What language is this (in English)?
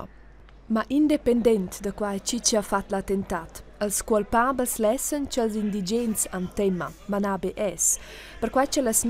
Romansh